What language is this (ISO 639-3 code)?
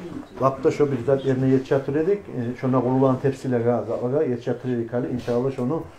kum